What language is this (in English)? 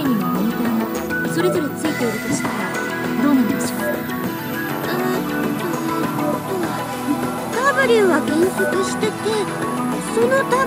Japanese